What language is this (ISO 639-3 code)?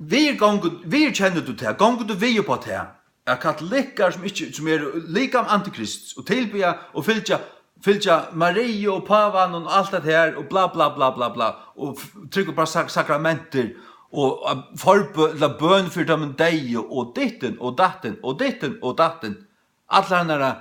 fao